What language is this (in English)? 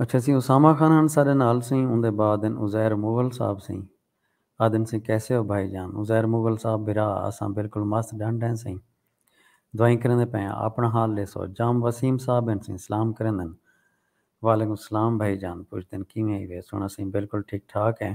Saraiki